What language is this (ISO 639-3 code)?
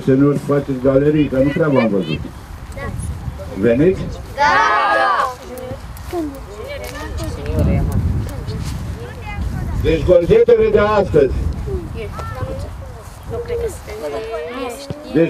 ron